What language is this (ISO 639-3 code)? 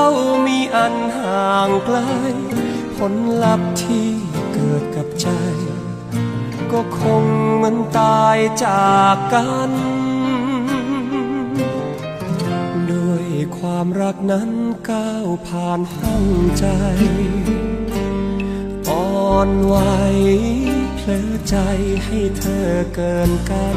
tha